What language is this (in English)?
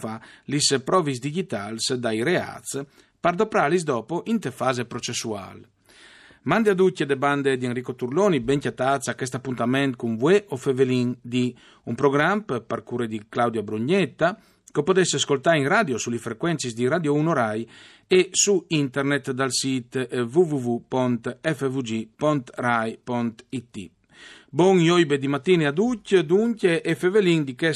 Friulian